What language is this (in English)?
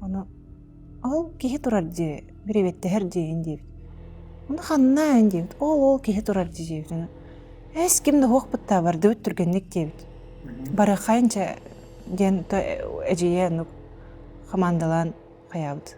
Yakut